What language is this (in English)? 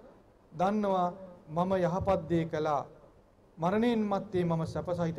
Sinhala